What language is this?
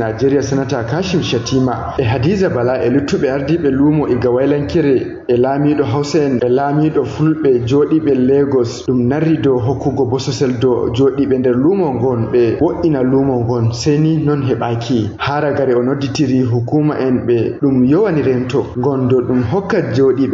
Fula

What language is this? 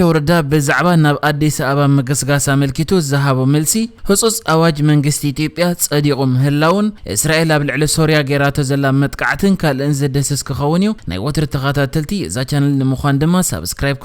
Tigrinya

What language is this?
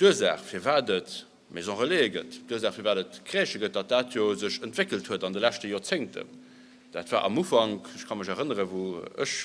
Luxembourgish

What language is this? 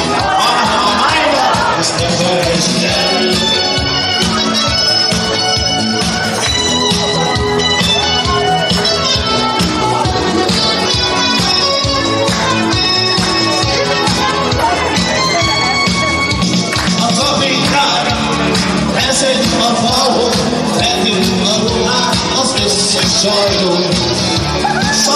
Hungarian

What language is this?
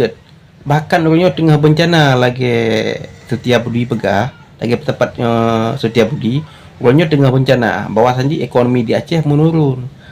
Achinese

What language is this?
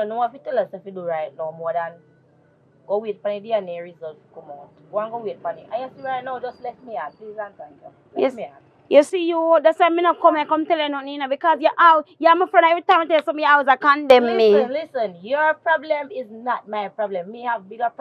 Jamaican Creole English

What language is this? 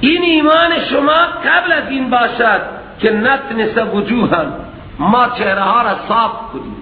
Persian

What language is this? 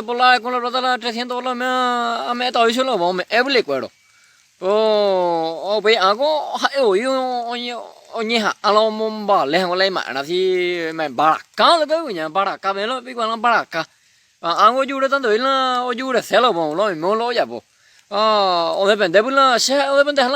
Guarani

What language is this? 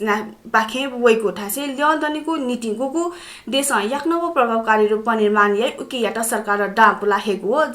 Newari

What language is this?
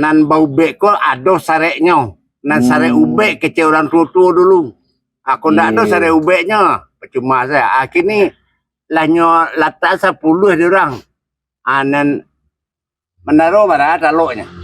Minangkabau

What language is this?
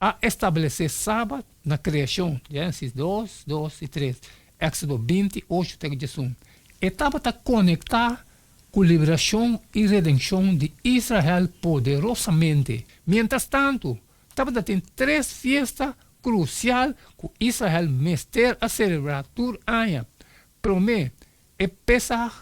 Papiamento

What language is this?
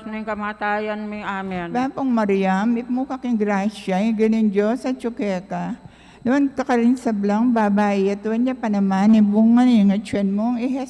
Pampanga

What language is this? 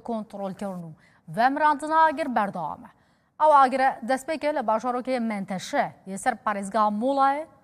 Kurdish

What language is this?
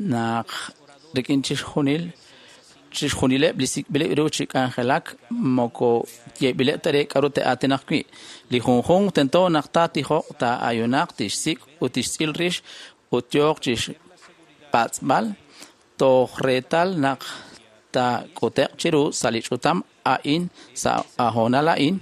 Kekchí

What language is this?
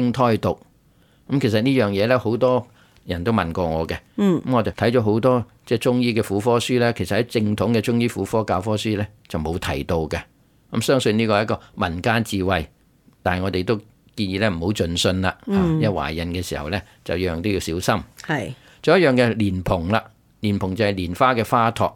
Cantonese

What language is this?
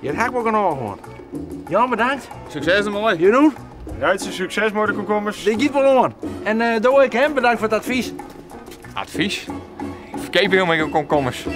Western Frisian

